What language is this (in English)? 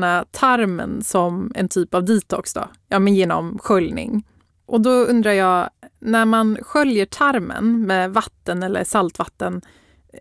Swedish